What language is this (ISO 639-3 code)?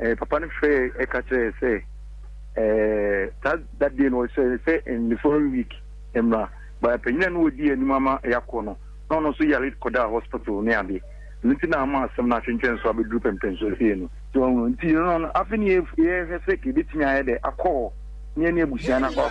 aka